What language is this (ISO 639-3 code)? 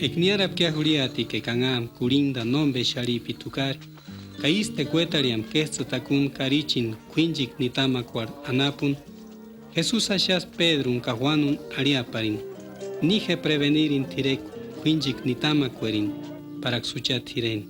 tsz